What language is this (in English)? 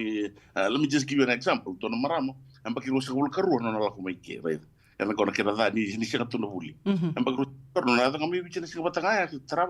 Fijian